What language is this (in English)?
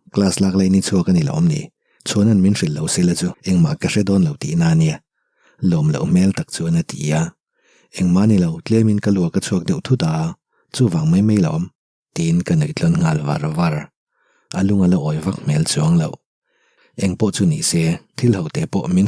Mizo